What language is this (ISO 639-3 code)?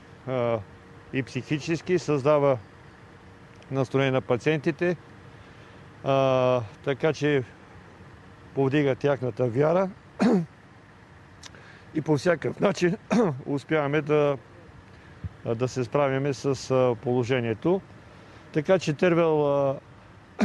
bul